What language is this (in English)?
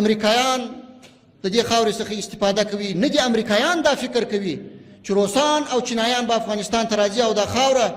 Pashto